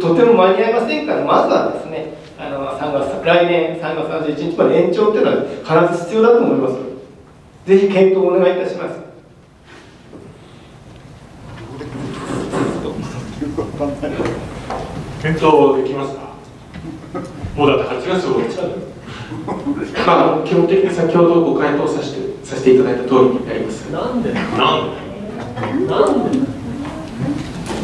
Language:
Japanese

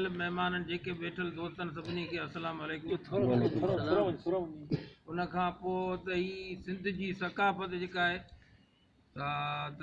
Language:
Sindhi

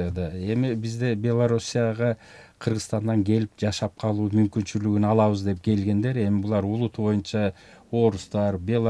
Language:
Kyrgyz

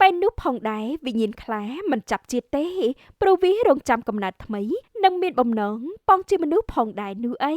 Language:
Khmer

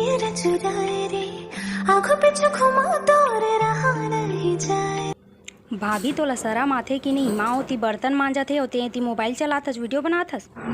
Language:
Chhattisgarhi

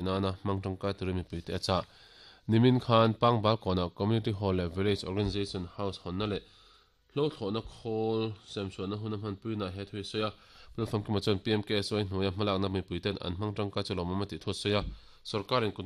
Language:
Mizo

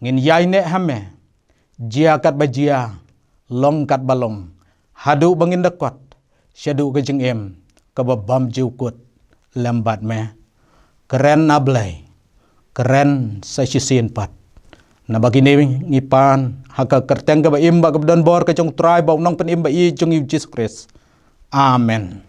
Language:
Khasi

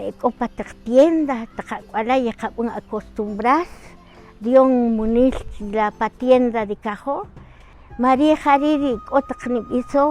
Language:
Kaqchikel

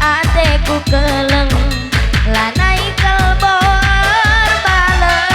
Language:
Batak Karo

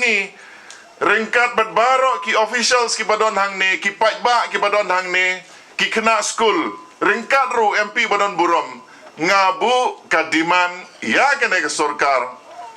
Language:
Khasi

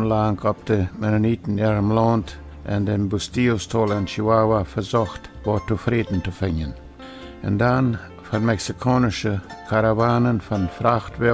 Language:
Plautdietsch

